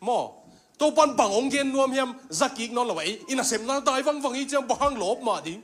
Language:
Tedim Chin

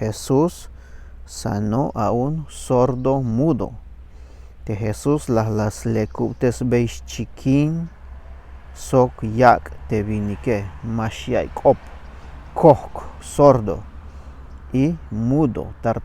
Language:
Tzeltal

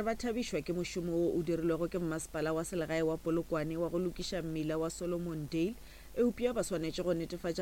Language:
Northern Sotho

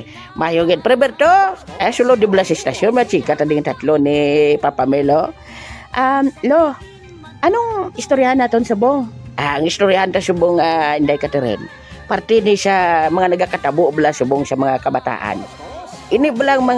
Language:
Hiligaynon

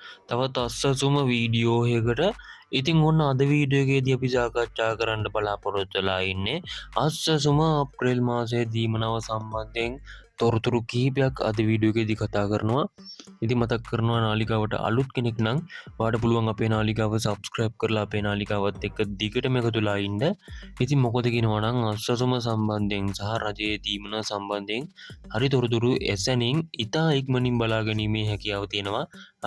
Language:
Sinhala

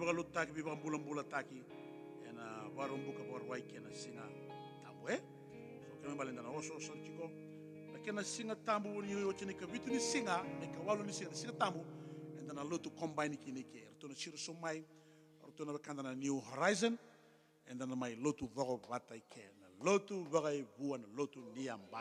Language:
Fijian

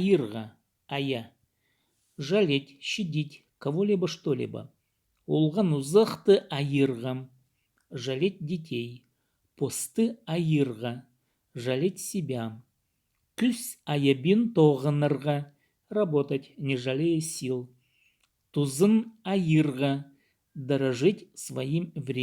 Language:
Khakas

